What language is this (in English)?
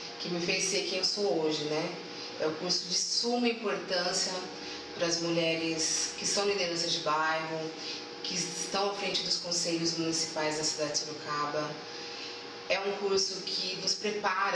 Portuguese